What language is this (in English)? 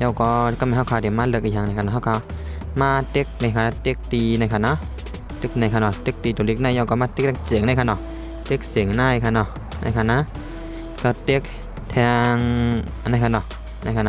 Shan